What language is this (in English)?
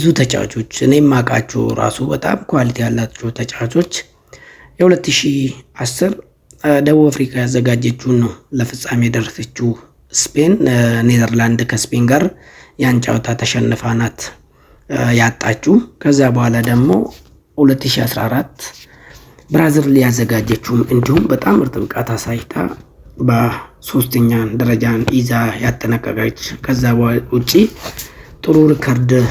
Amharic